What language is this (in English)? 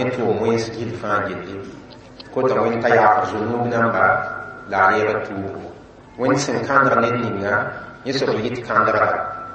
Mossi